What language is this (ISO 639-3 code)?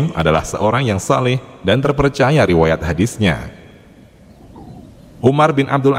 ind